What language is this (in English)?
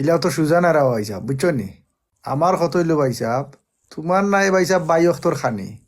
Sylheti